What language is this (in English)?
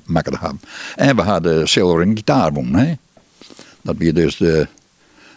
Western Frisian